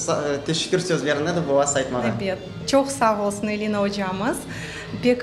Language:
Crimean Tatar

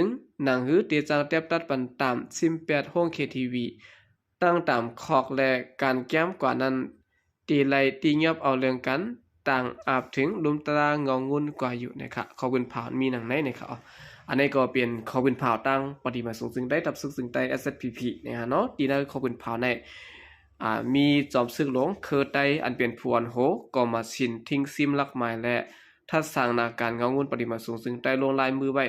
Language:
Shan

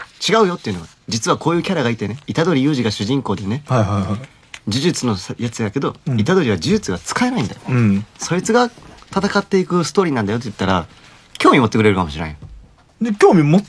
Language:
Japanese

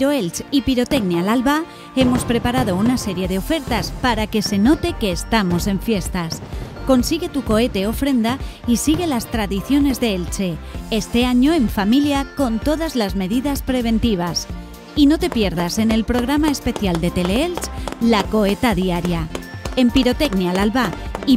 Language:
Spanish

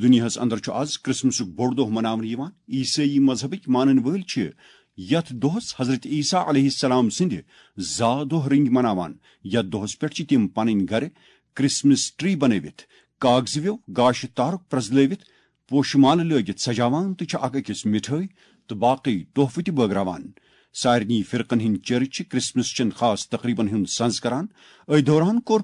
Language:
Kashmiri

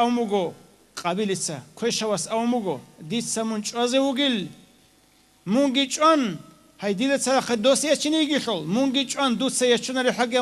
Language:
Avaric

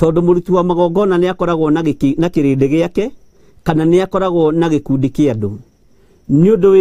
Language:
Kikuyu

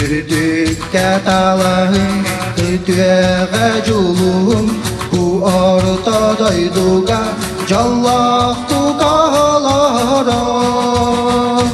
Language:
Yakut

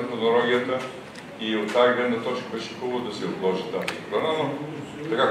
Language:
Bulgarian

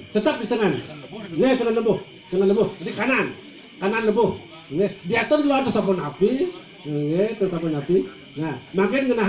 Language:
Balinese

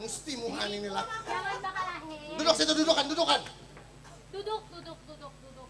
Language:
Banjar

